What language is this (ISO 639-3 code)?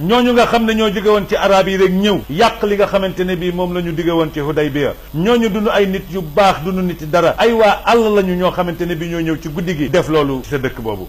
wol